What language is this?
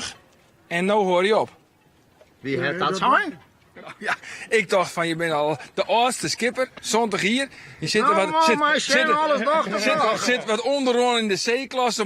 Western Frisian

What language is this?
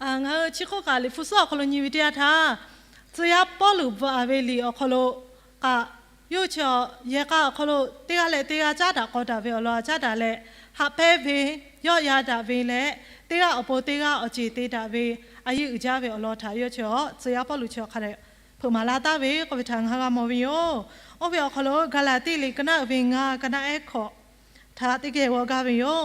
Lahu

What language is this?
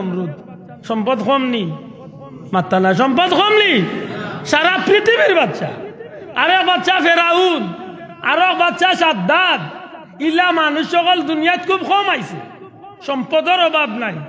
Sylheti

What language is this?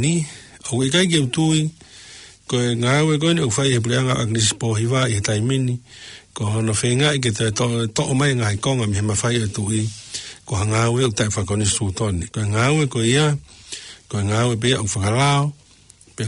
Tongan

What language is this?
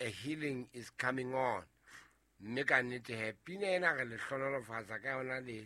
Southern Sotho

